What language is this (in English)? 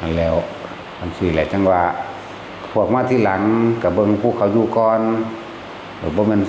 Northeastern Thai